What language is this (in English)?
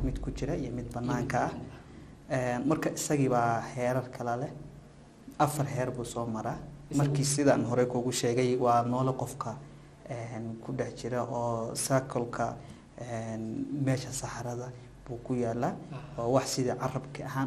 Somali